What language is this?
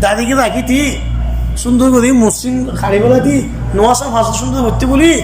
Rohingya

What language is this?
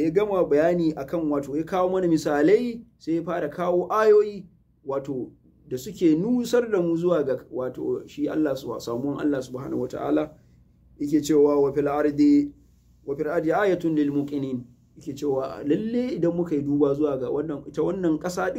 Hausa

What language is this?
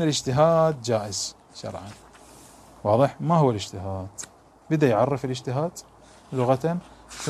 Arabic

